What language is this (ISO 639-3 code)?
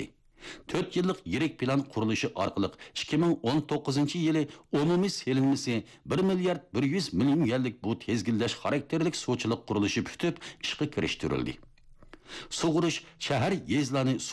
uig